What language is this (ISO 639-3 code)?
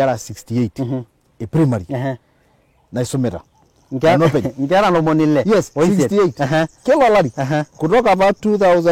mas